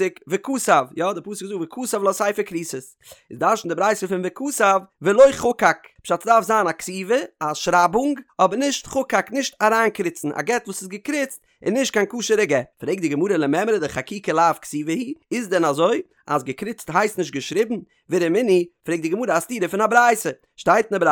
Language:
Yiddish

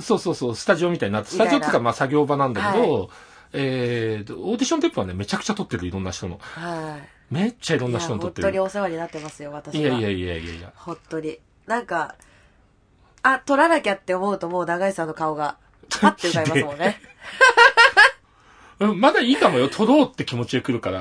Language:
Japanese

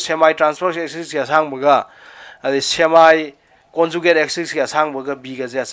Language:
Manipuri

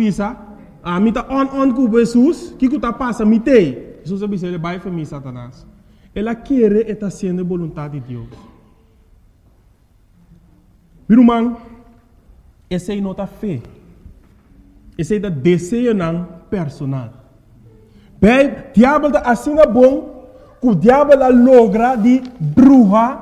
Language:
Papiamento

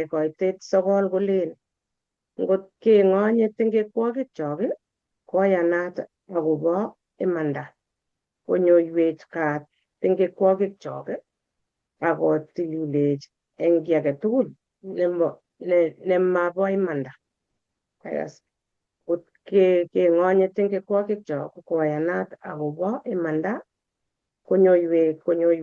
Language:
Kalenjin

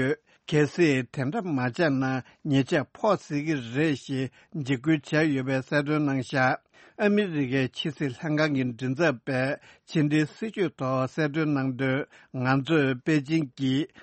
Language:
Tibetan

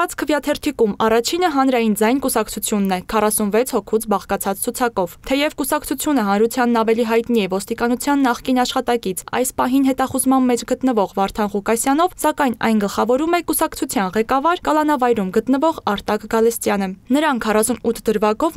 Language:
Armenian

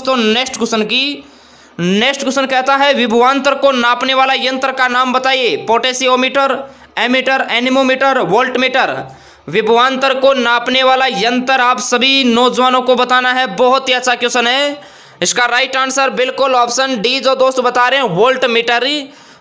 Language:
Hindi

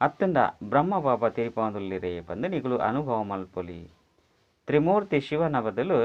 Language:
Tulu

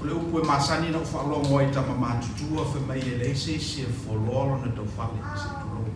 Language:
Samoan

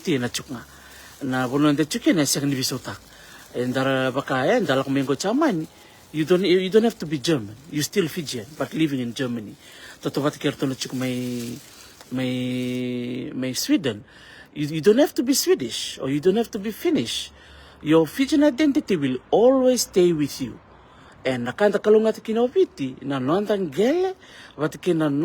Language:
Fijian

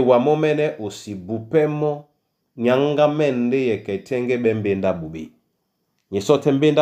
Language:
Duala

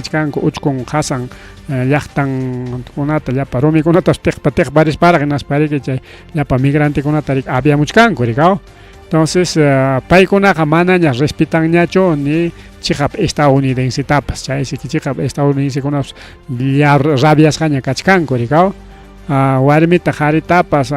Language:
Ayacucho Quechua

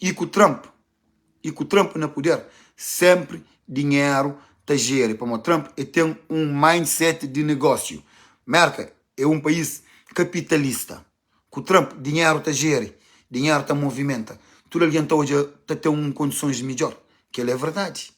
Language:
Kabuverdianu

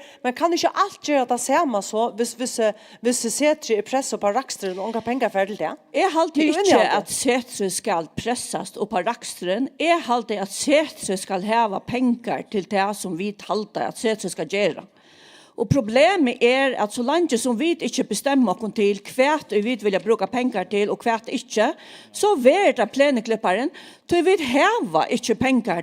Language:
Faroese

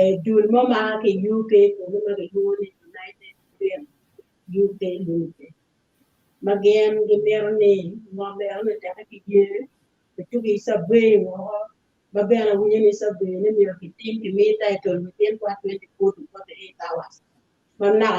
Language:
Acoli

